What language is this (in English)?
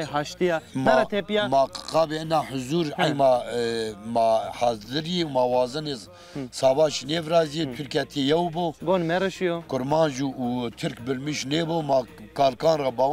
Zaza